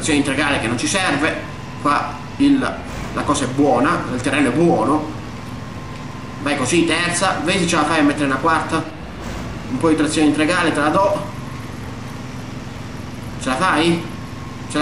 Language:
Italian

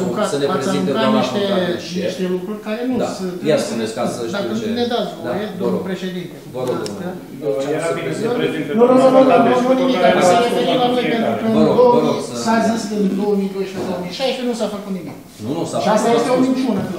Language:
Romanian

